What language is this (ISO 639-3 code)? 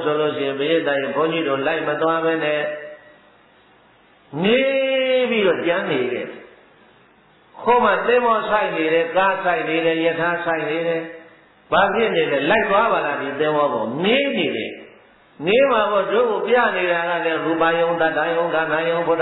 mya